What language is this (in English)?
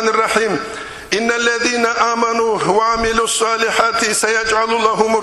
Avaric